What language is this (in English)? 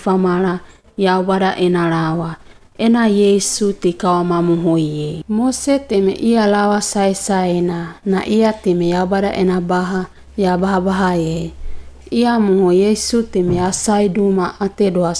Wagawaga